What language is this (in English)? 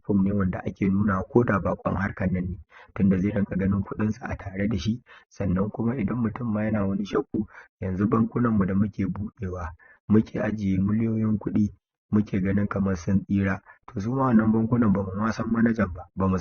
Hausa